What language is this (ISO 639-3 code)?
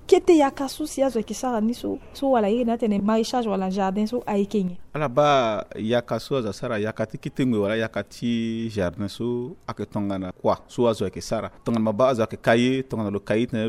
sag